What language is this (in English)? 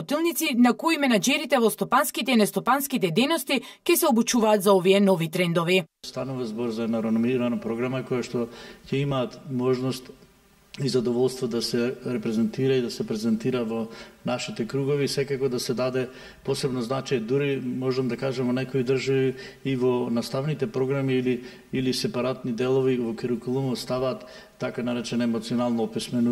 Macedonian